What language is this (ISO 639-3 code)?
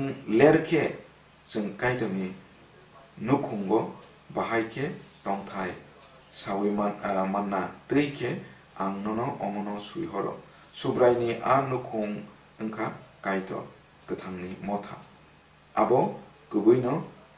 trp